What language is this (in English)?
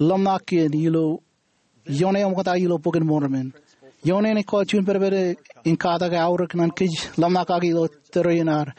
Marshallese